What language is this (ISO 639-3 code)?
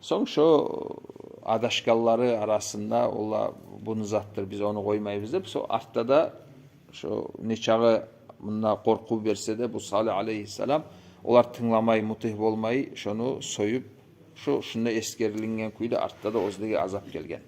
kum